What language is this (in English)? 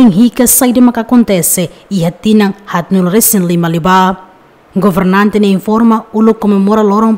Tetum